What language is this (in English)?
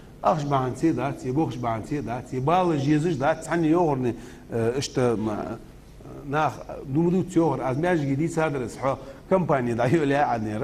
Ingush